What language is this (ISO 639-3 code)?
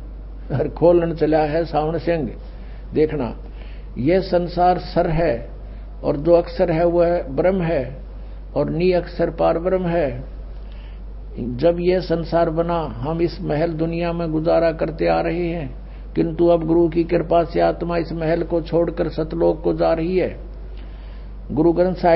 hin